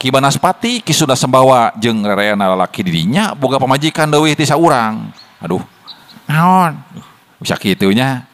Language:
Sundanese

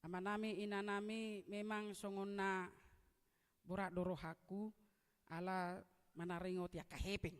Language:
Batak Toba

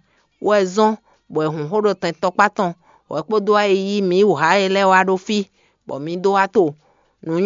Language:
Fon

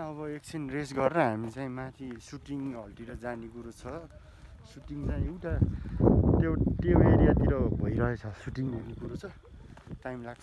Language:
Nepali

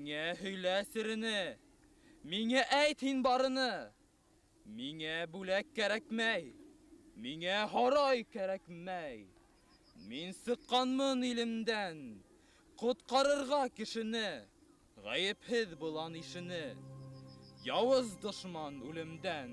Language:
Bashkir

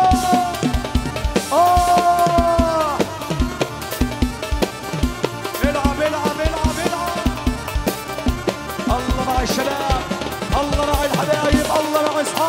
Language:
South Levantine Arabic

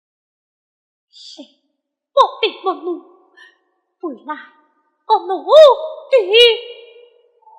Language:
Pu-Xian Chinese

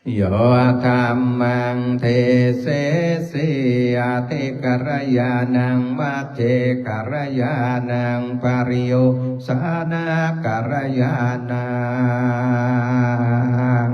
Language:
Pali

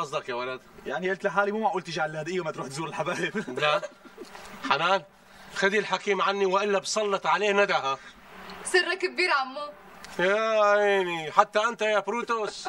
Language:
North Levantine Arabic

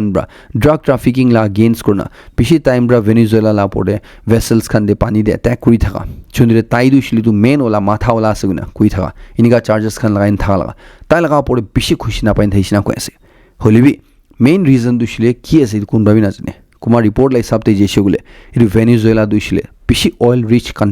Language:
Naga Pidgin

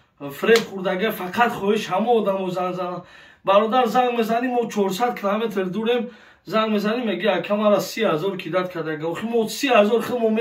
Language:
Tajik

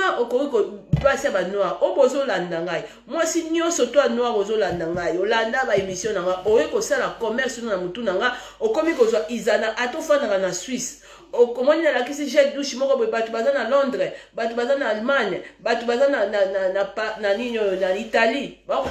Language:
Lingala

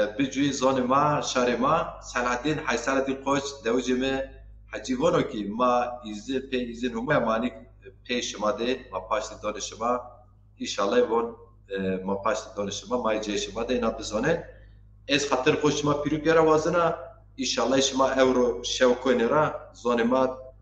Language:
Zaza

